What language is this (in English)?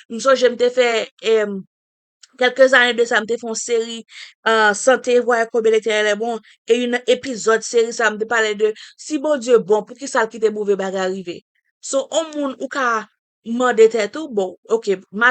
Haitian Creole